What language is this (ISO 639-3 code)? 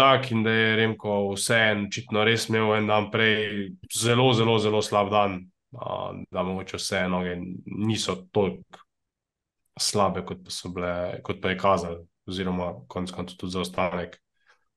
slv